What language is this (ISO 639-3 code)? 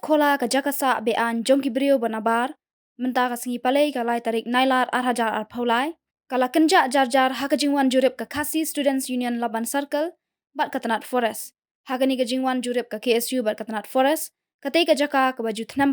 kha